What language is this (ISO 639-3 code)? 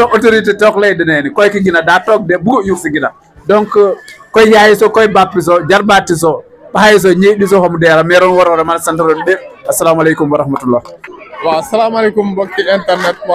wol